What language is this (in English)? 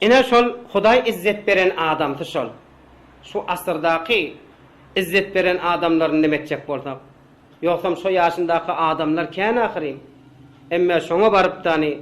Turkmen